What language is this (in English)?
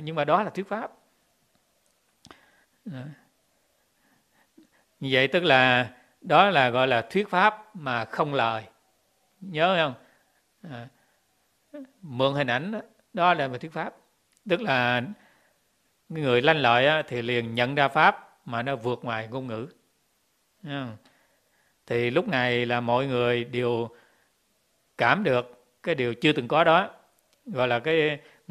Vietnamese